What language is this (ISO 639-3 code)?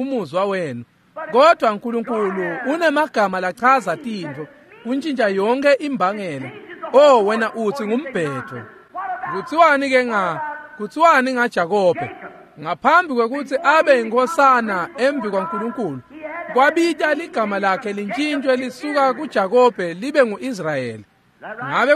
ssw